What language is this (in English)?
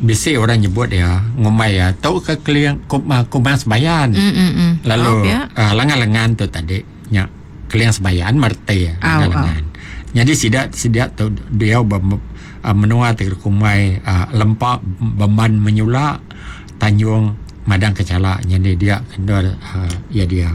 Iban